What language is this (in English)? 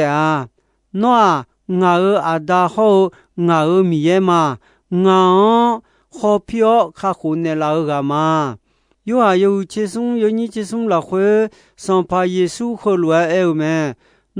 Akha